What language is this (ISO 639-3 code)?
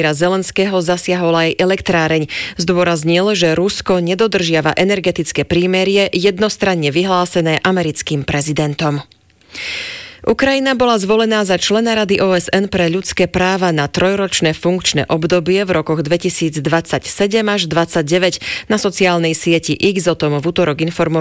slk